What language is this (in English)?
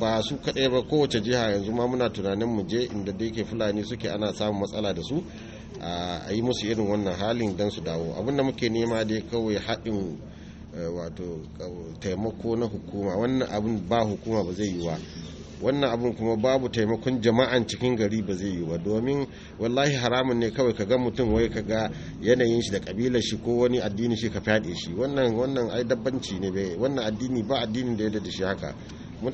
Hausa